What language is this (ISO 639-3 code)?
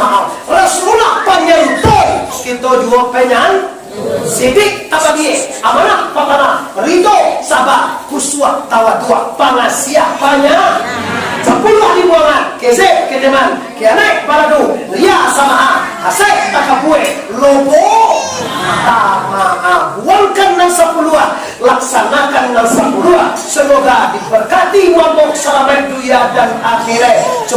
min